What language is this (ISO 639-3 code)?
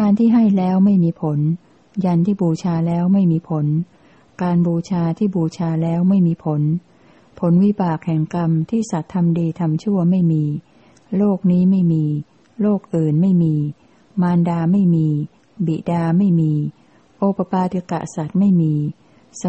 tha